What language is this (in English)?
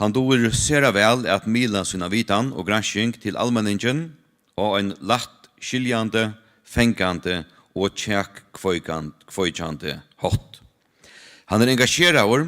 Faroese